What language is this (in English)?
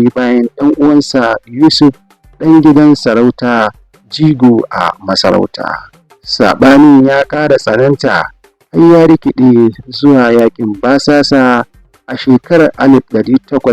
Hausa